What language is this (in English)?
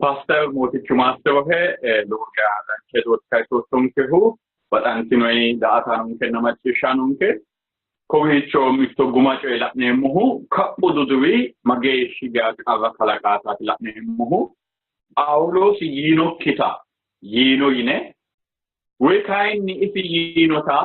Sidamo